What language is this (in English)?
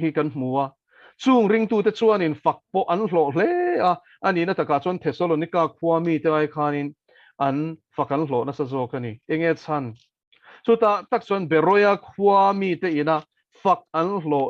Mizo